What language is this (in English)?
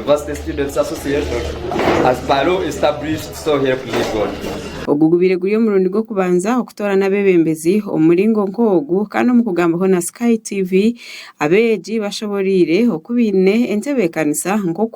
Nyankole